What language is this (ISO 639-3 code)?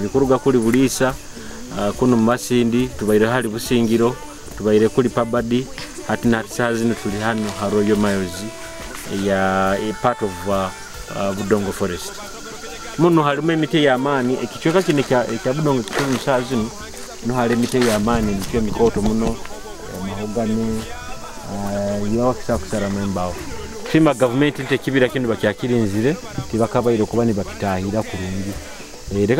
nyo